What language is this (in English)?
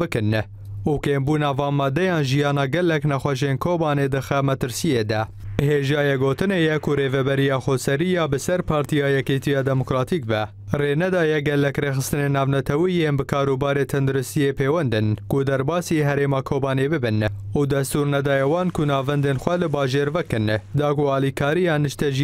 Kurdish